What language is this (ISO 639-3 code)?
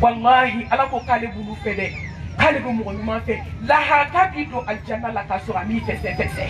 bam